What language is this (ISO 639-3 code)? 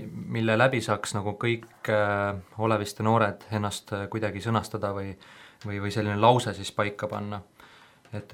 est